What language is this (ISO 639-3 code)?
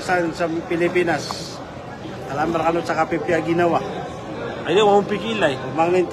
mrw